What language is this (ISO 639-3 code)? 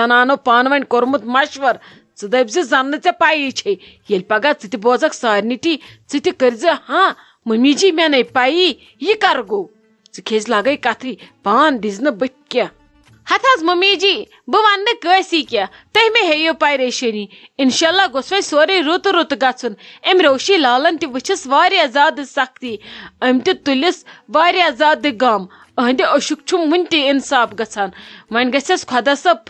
kas